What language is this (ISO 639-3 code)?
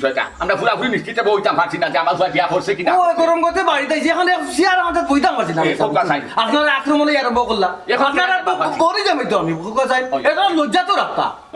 syl